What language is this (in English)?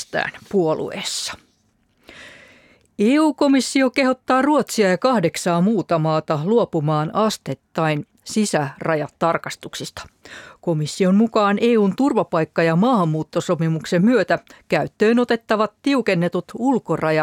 Finnish